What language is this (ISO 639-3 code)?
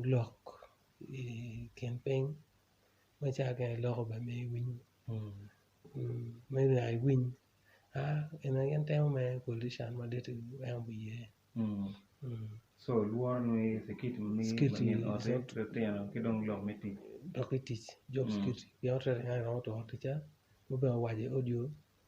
ach